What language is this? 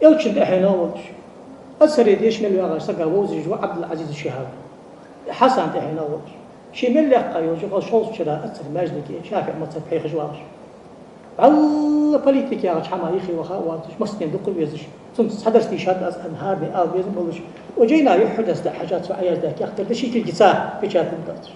Ingush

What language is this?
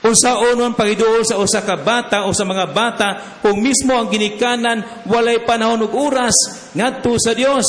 Cebuano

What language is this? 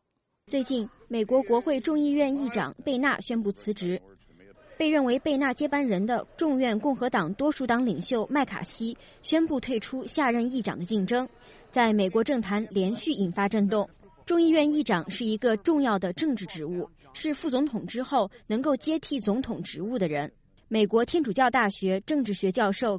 Chinese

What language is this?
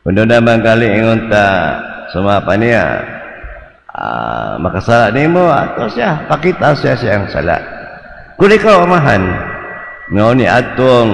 Cebuano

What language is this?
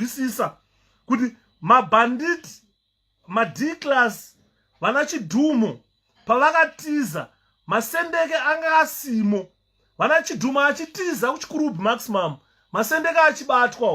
Shona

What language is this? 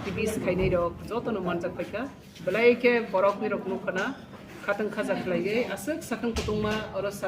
Riang (India)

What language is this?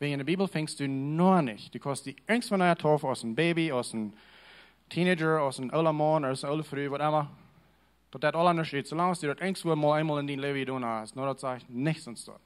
Plautdietsch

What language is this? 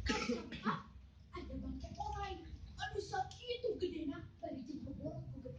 Sundanese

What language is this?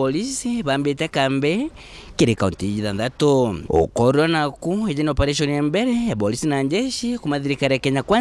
Meru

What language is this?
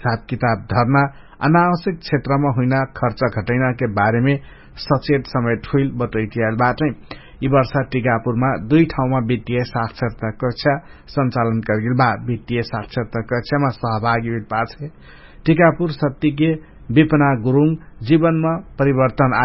Dangaura Tharu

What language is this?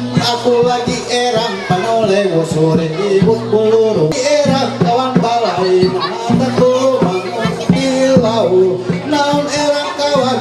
Ma'anyan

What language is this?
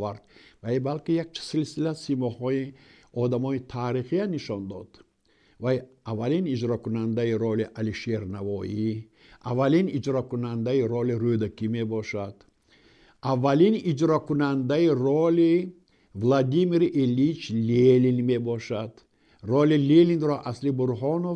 Tajik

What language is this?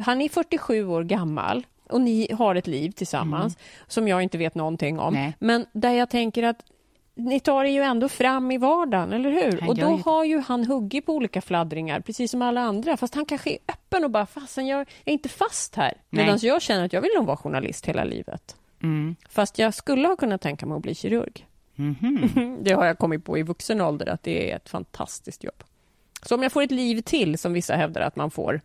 Swedish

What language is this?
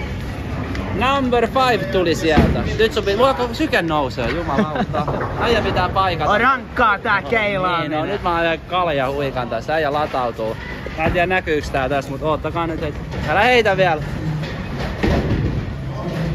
Finnish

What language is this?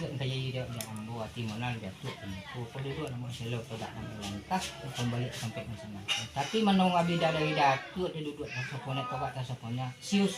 Minangkabau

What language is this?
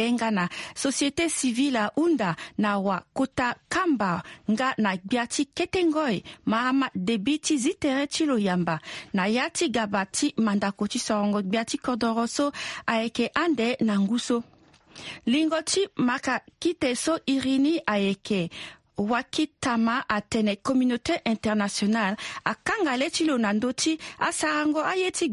Sango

